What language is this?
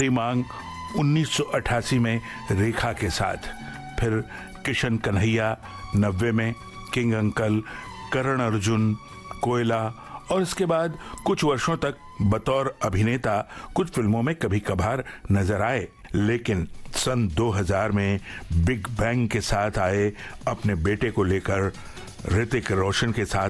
Hindi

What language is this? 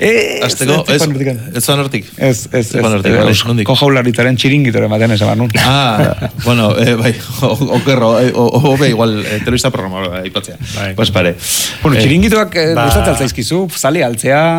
Basque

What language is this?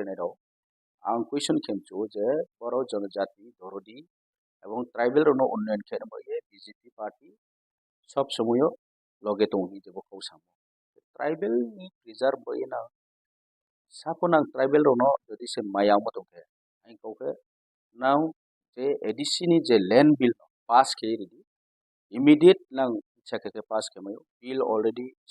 Riang (India)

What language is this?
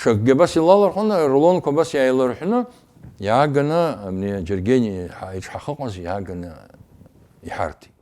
Abkhazian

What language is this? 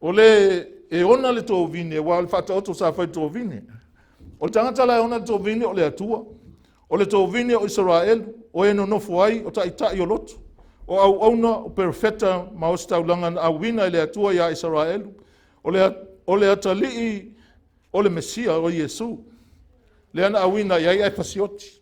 Samoan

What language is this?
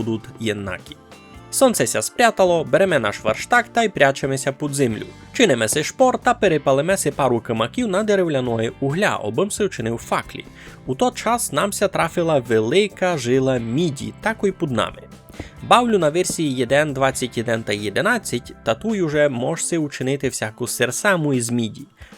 Rusyn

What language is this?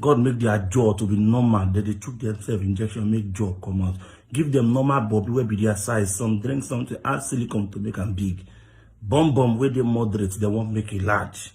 Nigerian Pidgin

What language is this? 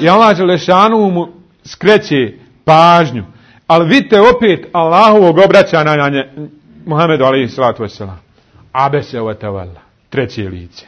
Bosnian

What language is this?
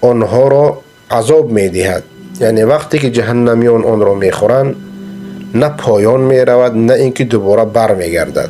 Persian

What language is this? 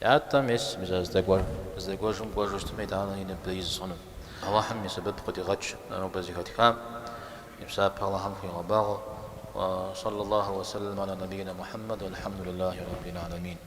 Kabardian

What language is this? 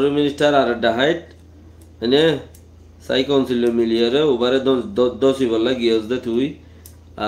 Rohingya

